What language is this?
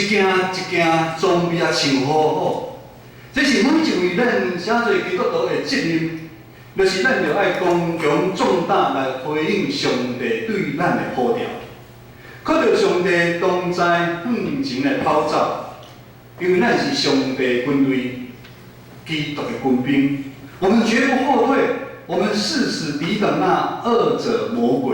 Min Nan Chinese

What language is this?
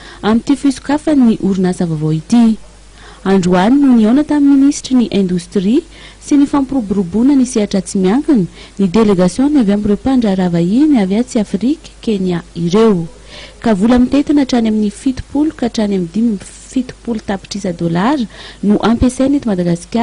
Malagasy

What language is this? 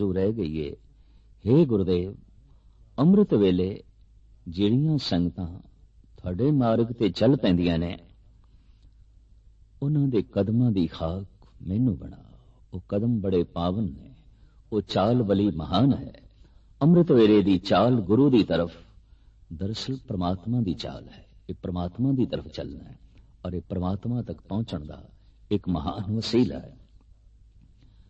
Punjabi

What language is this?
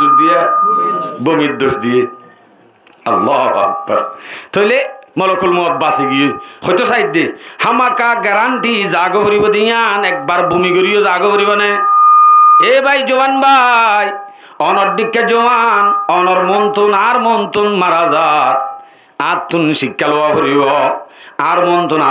Rohingya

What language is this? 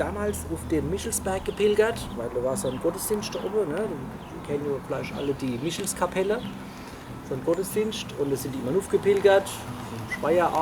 Palatine German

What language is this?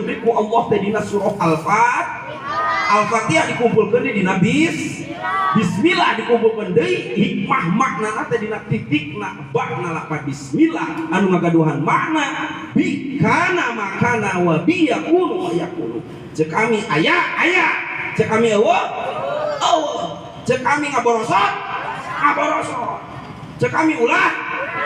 Sundanese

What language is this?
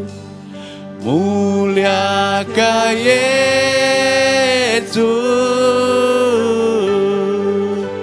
Iban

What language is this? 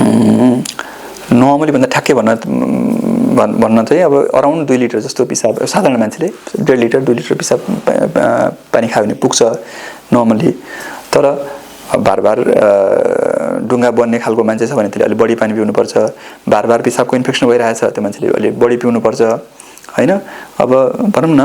Nepali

